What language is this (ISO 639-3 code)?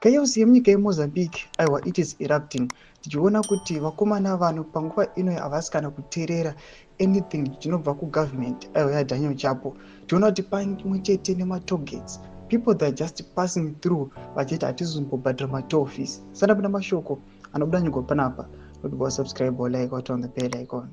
sna